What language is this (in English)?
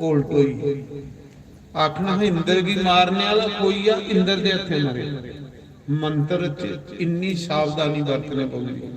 Dogri